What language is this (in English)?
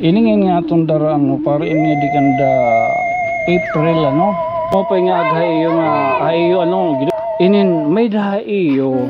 Waray